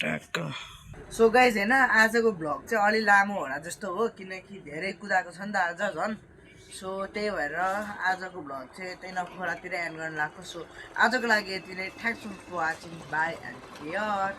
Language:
Nepali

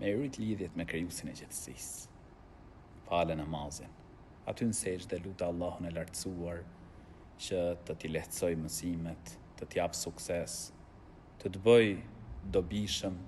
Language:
Albanian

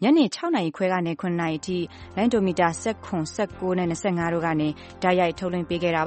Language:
Burmese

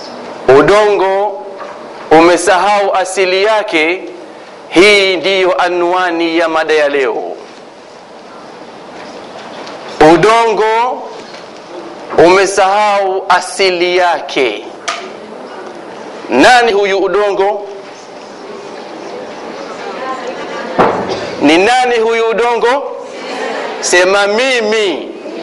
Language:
Swahili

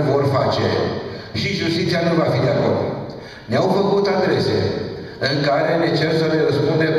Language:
Romanian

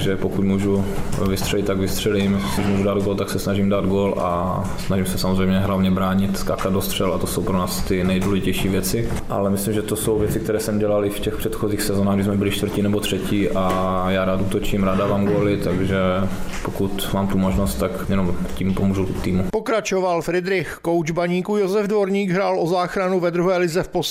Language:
Czech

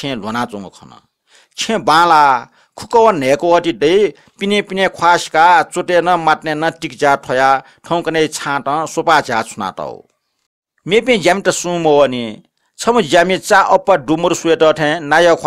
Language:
Newari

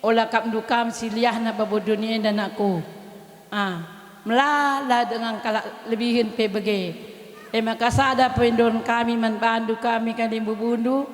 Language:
Batak Karo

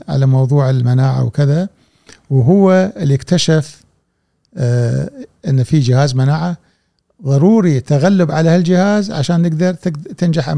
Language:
Gulf Arabic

